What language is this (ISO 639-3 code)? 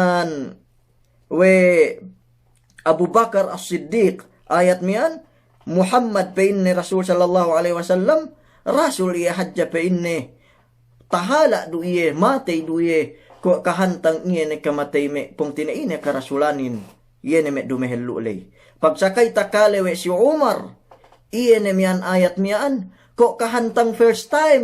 yka